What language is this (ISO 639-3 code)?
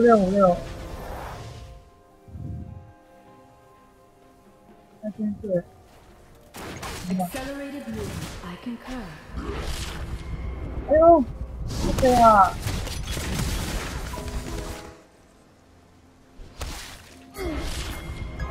zho